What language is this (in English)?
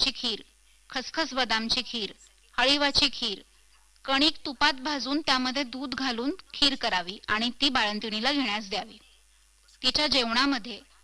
Marathi